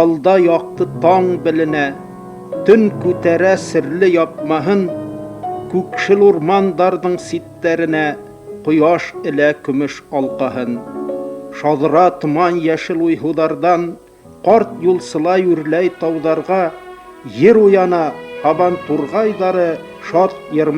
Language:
Bashkir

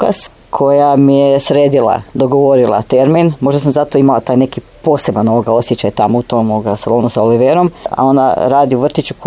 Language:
Croatian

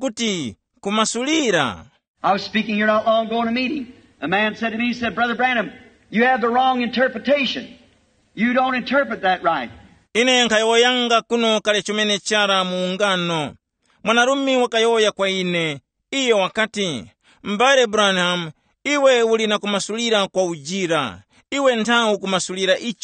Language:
Tumbuka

